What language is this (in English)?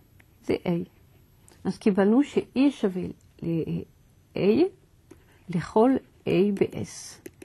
Hebrew